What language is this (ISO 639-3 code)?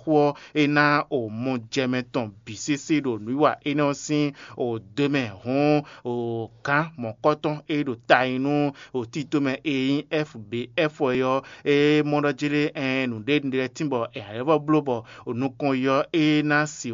fon